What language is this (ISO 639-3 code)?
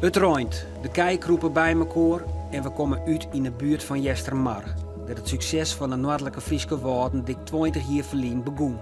fry